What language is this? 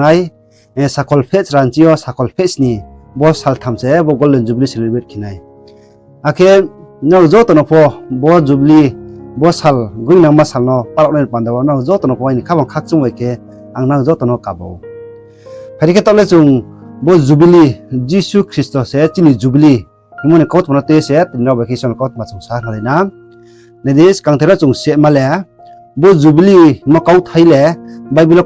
Riang (India)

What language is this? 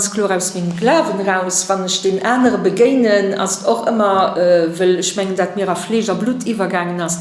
Luxembourgish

